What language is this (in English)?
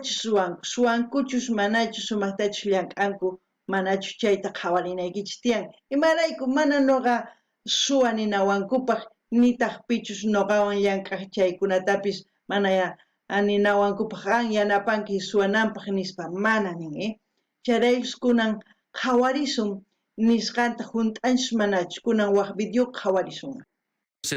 South Bolivian Quechua